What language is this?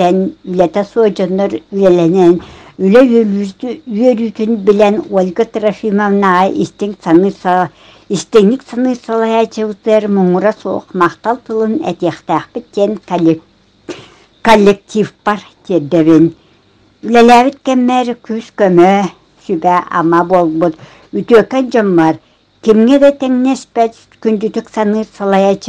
Yakut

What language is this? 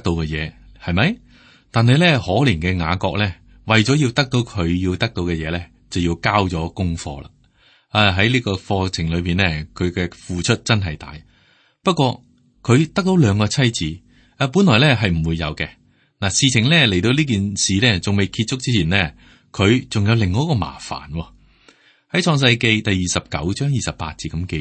Cantonese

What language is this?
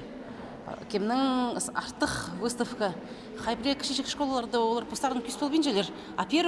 Khakas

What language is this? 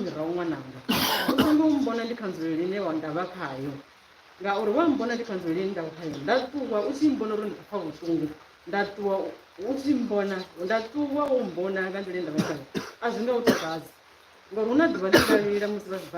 Venda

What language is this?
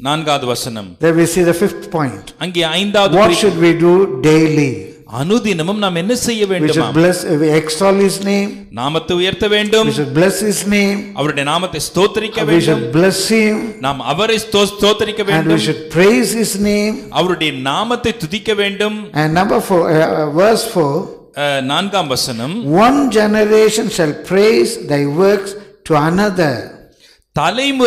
Tamil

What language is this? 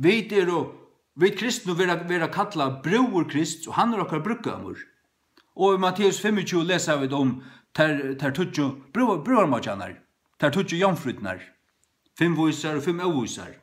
Faroese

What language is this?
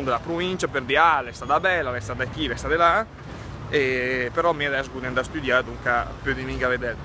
Lombard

